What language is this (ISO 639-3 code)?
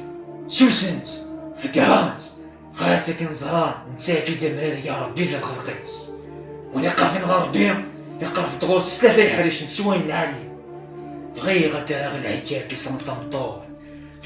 kab